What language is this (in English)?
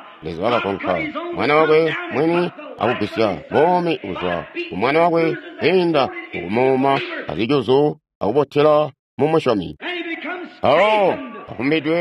Tonga (Zambia)